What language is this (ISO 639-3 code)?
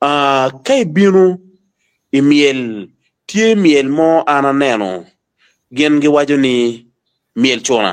ach